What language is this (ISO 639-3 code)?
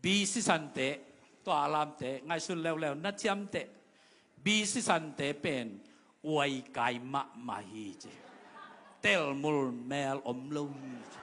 ctd